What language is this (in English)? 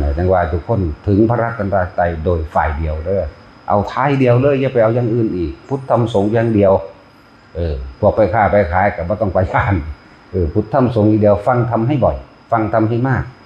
Northeastern Thai